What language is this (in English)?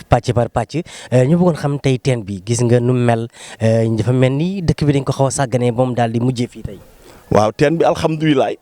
Wolof